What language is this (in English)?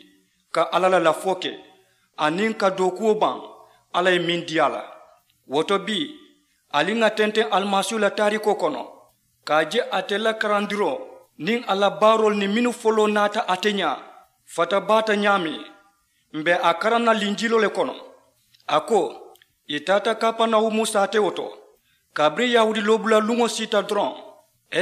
Mandingo